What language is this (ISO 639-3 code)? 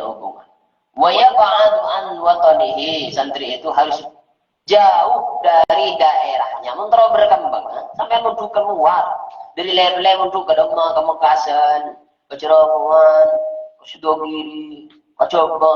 mad